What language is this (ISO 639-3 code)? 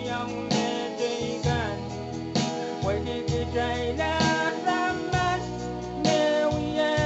pon